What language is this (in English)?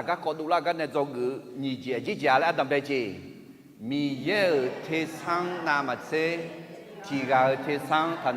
Akha